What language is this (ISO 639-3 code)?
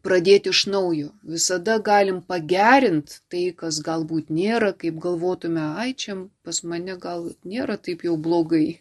lit